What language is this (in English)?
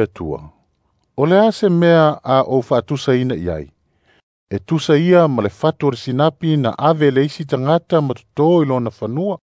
Samoan